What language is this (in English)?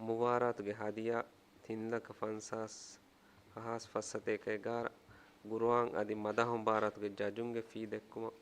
Divehi